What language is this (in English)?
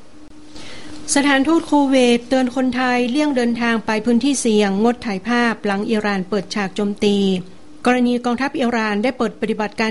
Thai